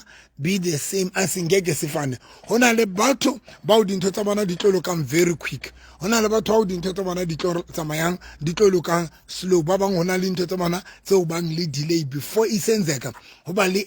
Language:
Southern Sotho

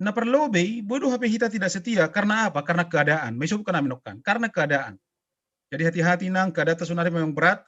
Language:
Batak Simalungun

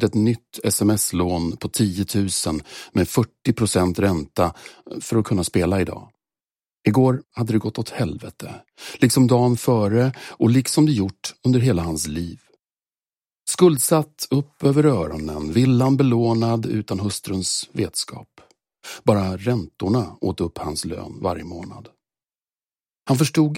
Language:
Swedish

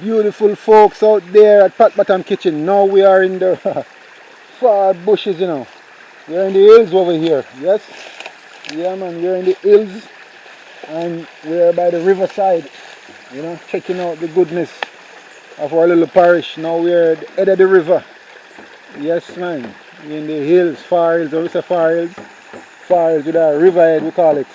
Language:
Jamaican Creole English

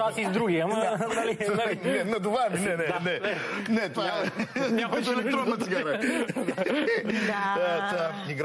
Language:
Bulgarian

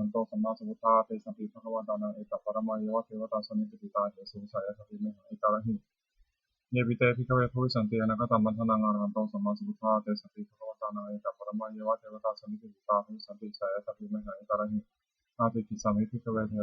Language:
Pali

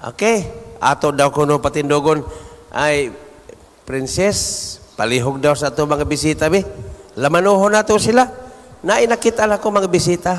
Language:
Cebuano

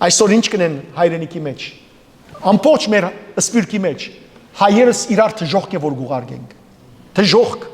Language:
Western Armenian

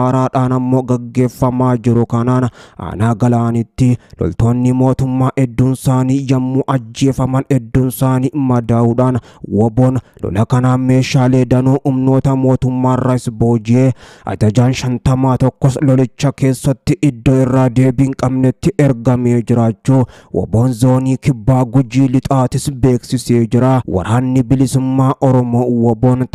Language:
Oromo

